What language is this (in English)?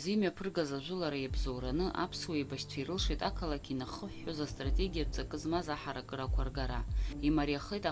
Abkhazian